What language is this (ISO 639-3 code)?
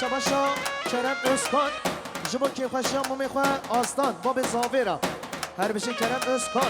kur